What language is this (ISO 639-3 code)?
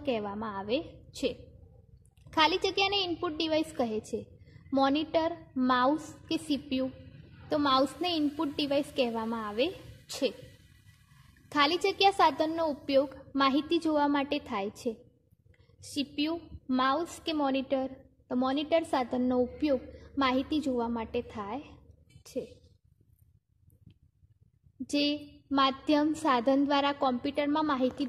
guj